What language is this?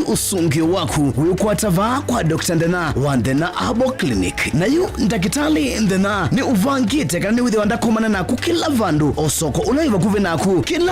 Kamba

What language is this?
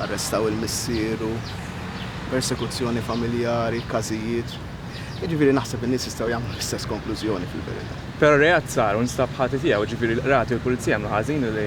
Maltese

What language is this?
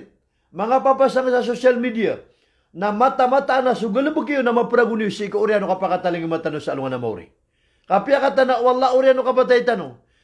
Maranao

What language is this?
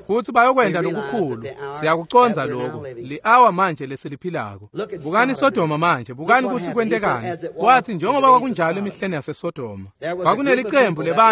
Swati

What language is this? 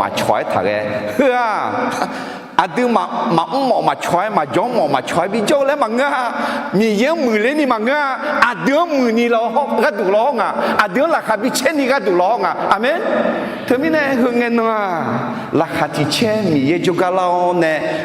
Akha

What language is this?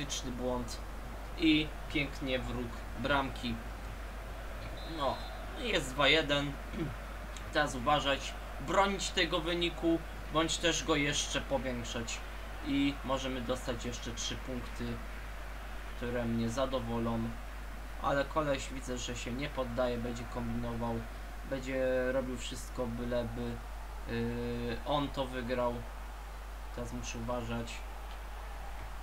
Polish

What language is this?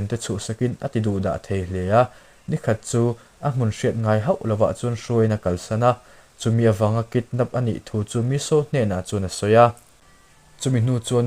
Mizo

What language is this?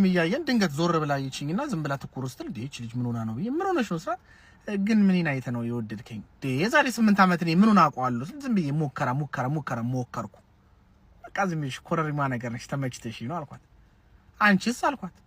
Amharic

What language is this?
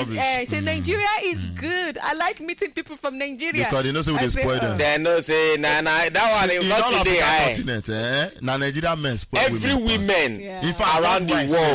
Nigerian Pidgin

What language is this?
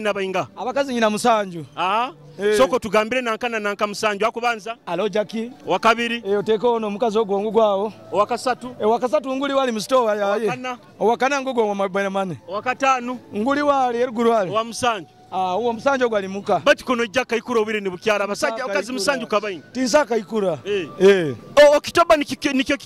Nyoro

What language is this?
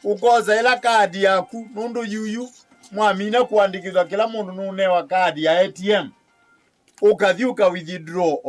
Kamba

